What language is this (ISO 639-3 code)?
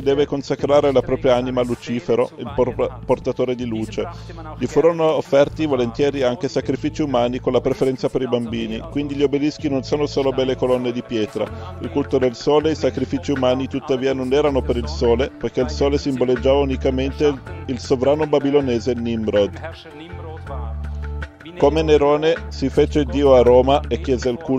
ita